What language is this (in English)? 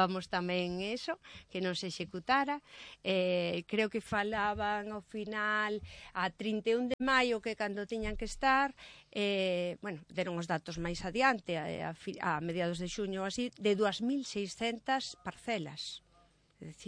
Galician